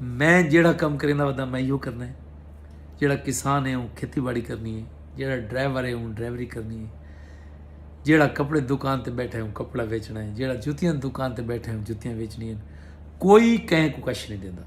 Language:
Saraiki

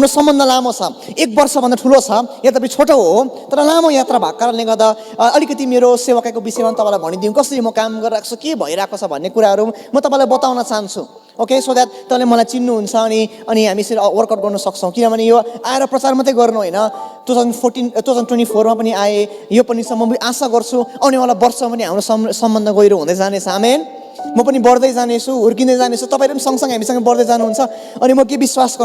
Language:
Nepali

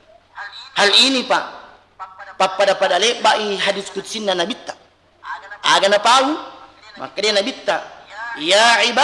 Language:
Buginese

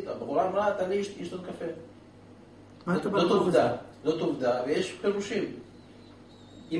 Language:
Hebrew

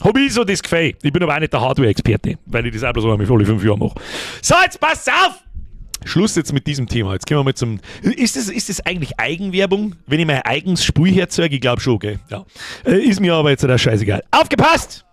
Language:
Bavarian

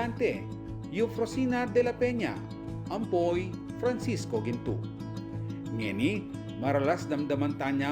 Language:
Pampanga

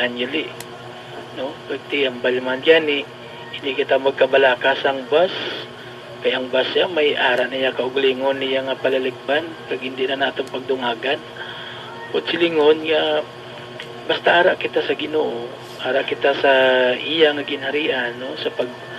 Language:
Hiligaynon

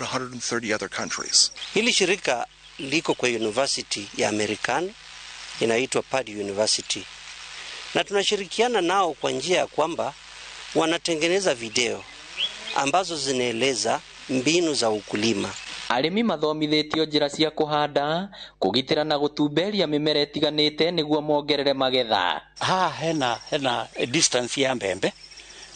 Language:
Kikuyu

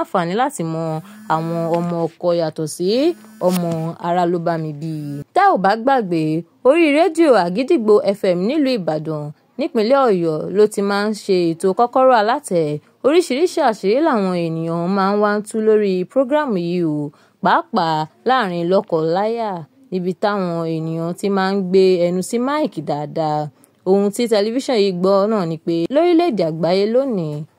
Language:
Yoruba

